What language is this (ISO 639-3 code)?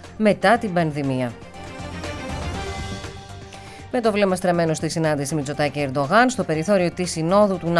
ell